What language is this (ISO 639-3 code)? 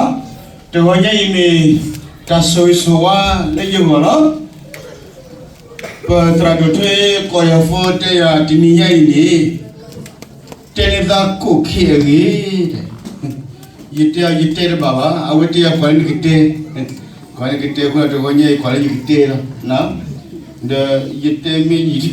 ksw